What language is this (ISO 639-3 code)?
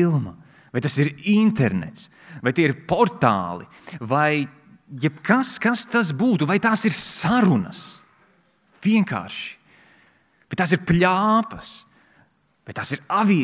lav